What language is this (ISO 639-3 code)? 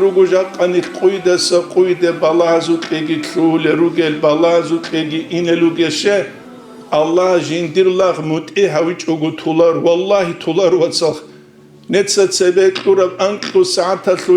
ava